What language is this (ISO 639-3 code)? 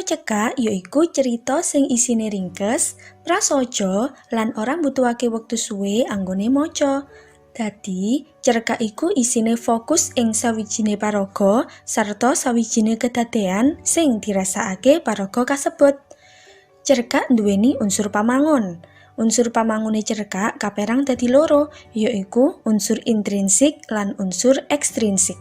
jav